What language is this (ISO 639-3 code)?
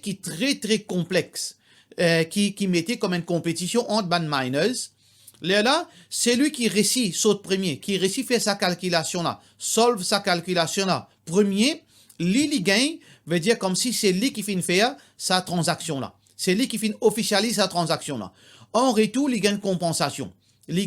mfe